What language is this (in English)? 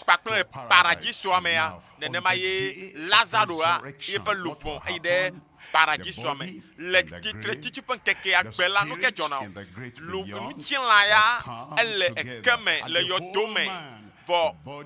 Ewe